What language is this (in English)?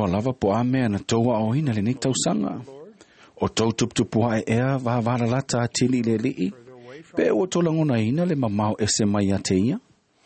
Samoan